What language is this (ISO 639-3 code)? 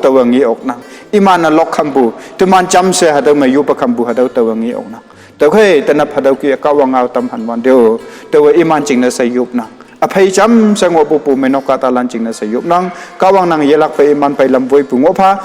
nbe